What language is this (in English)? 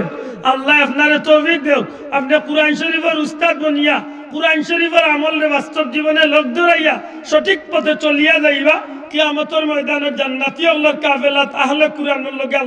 Sylheti